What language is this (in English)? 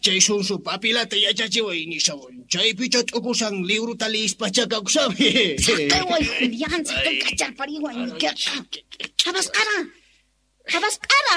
Quechua